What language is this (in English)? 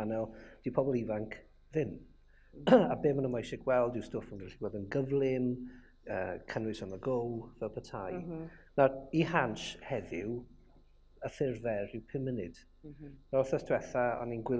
Welsh